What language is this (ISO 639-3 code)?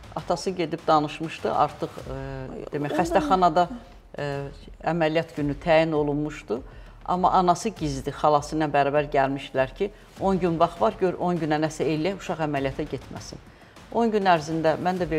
aze